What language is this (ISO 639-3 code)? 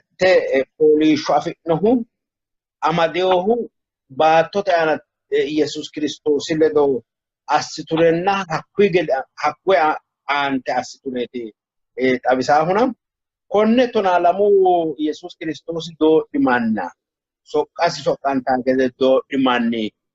sid